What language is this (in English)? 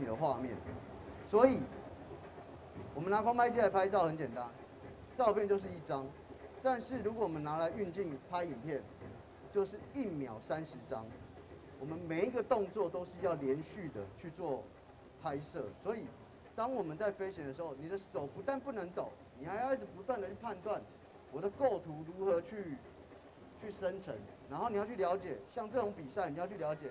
Chinese